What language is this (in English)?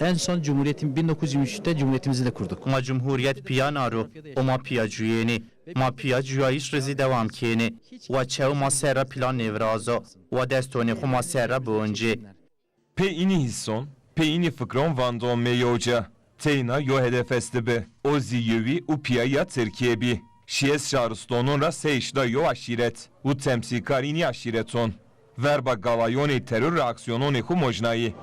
Zaza